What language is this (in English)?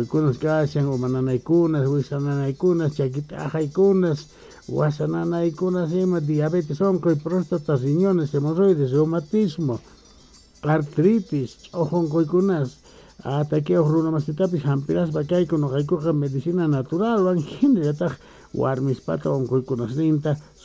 Quechua